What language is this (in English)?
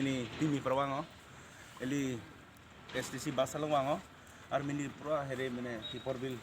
Karbi